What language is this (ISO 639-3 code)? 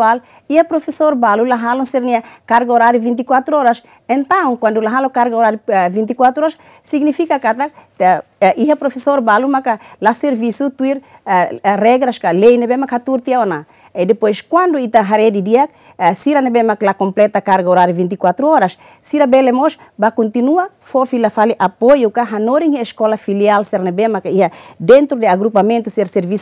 tet